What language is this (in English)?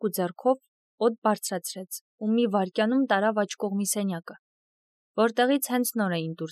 Armenian